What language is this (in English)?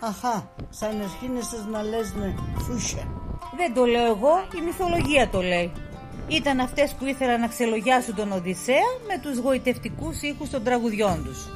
Pontic